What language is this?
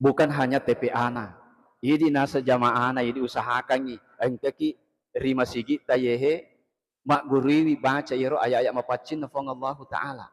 Buginese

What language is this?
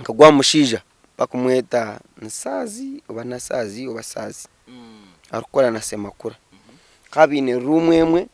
Nyankole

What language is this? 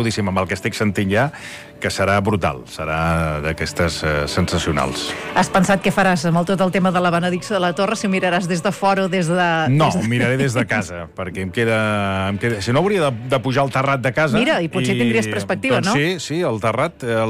Catalan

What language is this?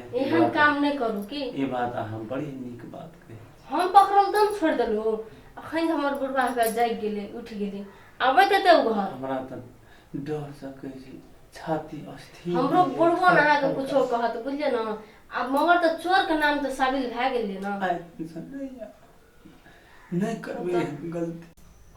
Maithili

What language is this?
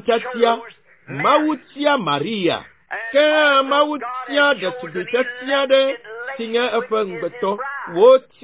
Ewe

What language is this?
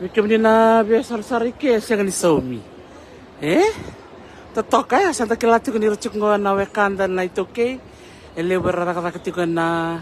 Fijian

